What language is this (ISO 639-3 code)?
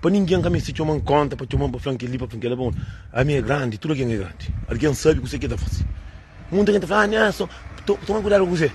kea